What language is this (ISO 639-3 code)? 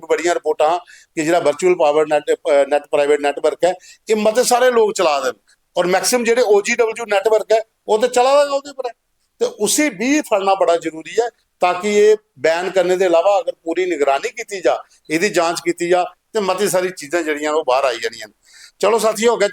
doi